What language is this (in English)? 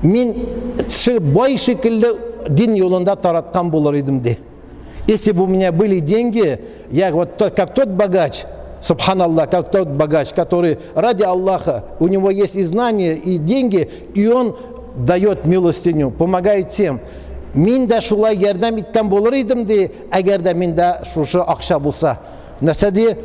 Tatar